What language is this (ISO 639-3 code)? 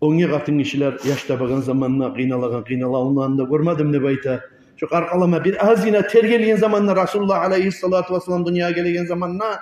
kum